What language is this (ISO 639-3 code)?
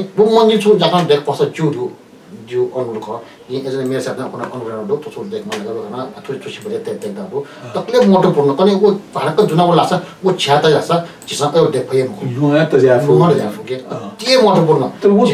new